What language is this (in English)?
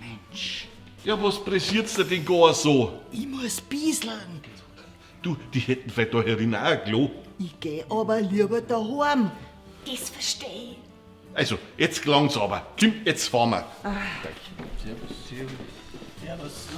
Bavarian